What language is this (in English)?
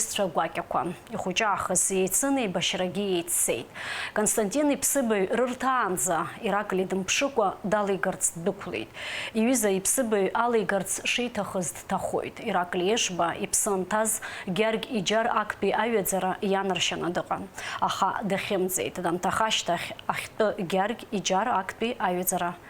Abkhazian